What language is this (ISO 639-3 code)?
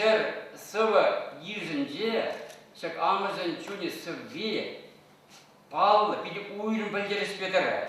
chv